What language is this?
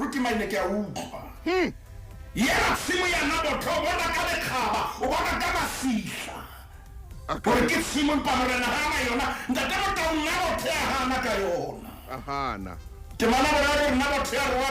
Southern Sotho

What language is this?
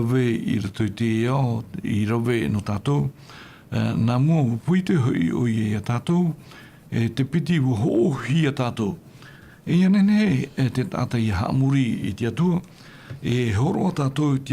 Tahitian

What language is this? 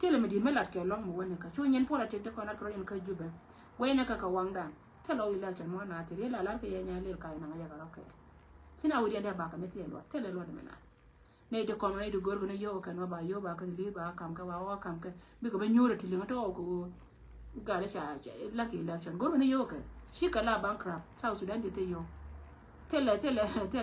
Nuer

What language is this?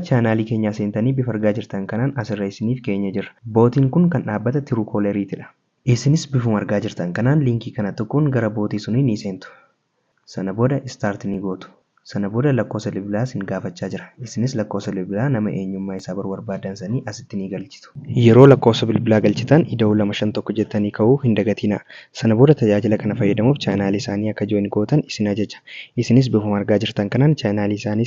Oromo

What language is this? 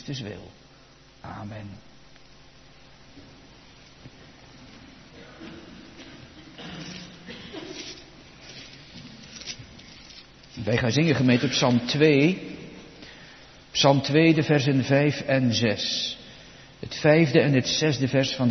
Dutch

